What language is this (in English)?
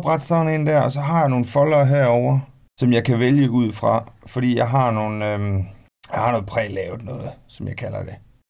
Danish